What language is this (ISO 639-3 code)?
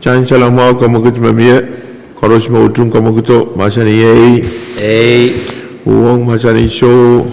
pon